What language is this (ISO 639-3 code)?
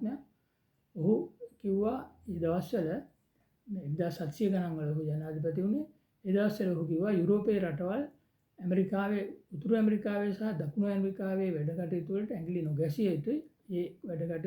sin